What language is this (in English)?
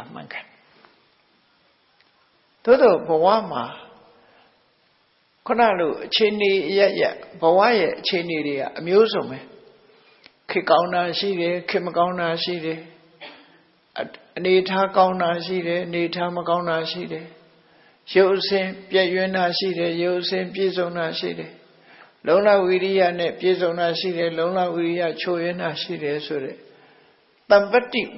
Burmese